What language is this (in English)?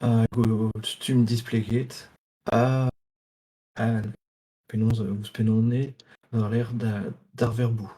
Breton